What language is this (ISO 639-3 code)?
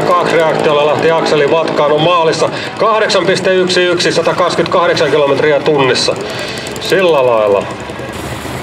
fin